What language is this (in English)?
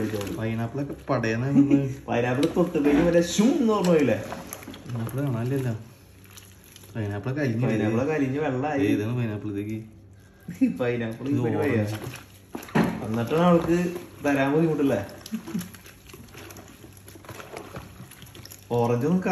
Malayalam